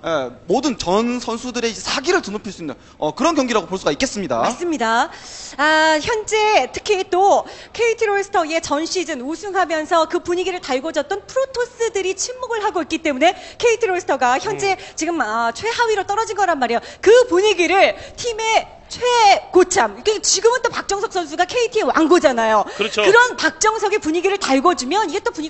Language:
Korean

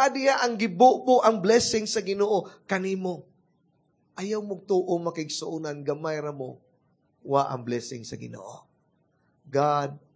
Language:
Cebuano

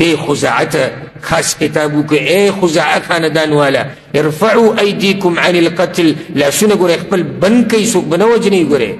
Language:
Pashto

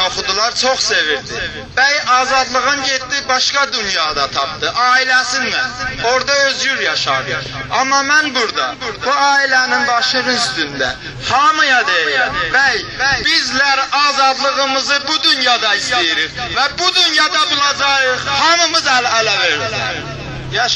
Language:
South Azerbaijani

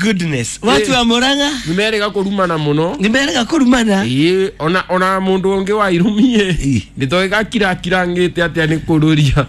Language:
Kikuyu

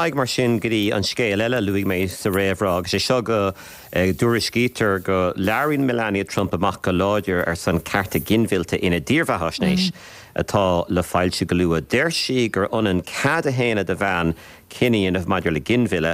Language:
Irish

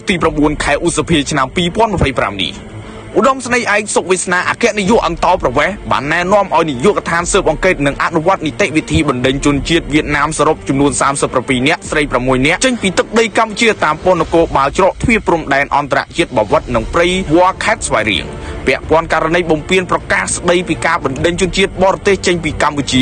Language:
Khmer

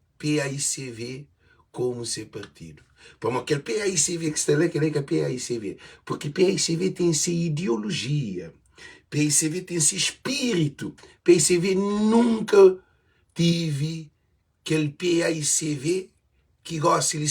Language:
Kabuverdianu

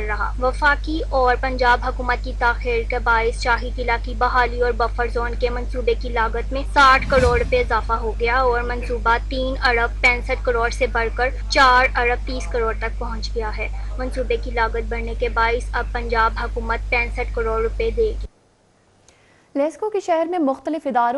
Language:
Urdu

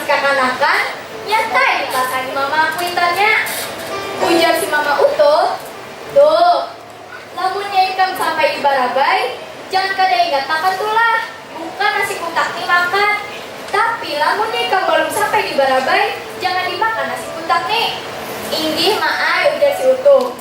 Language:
Banjar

